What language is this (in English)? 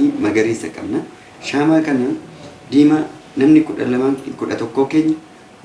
Oromo